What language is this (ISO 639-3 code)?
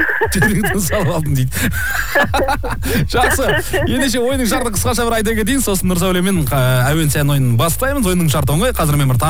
kaz